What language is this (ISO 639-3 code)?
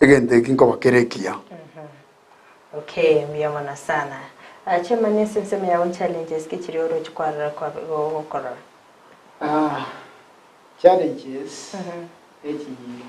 guz